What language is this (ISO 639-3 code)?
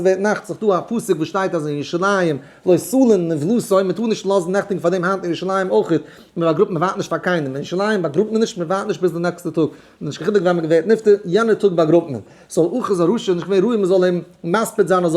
yid